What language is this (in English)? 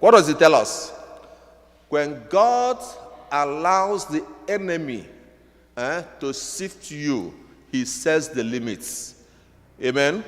Igbo